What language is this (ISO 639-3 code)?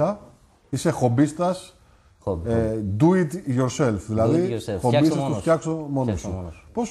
ell